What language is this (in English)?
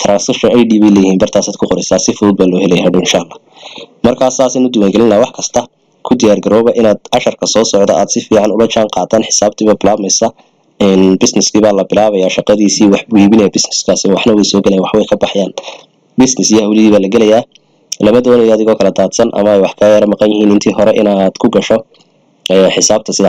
Somali